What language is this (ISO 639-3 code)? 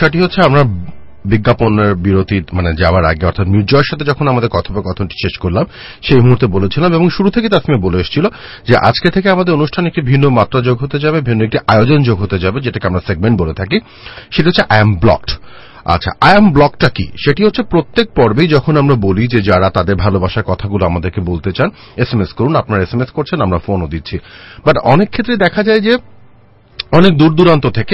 ben